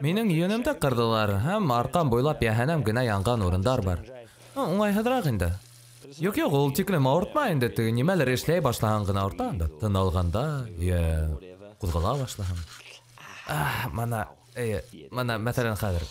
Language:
Bashkir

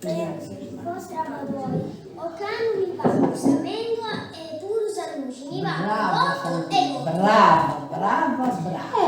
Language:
Sardinian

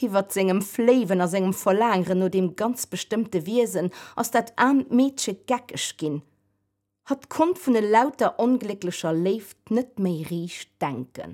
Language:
Luxembourgish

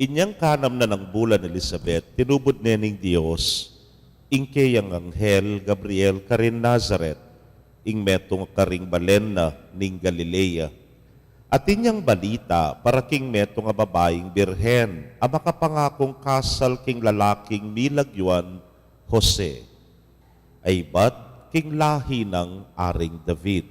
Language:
Pampanga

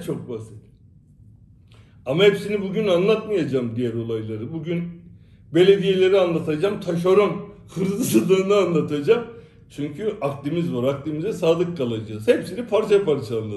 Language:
Turkish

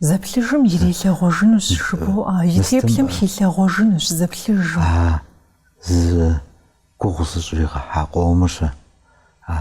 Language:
Kabardian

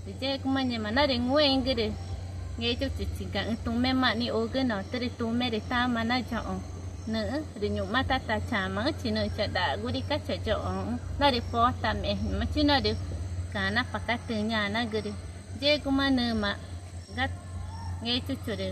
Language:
Ticuna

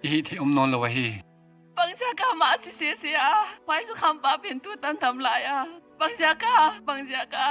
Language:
Paite Chin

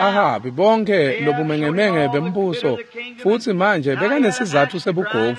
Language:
Swati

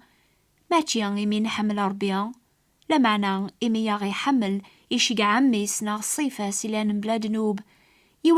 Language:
Kabyle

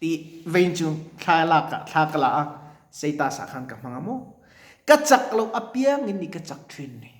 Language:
Mizo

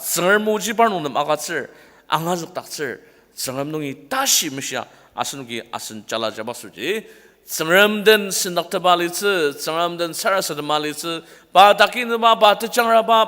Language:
Ao Naga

